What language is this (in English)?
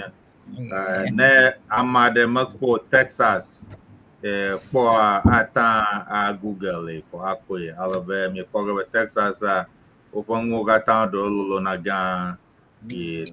Ewe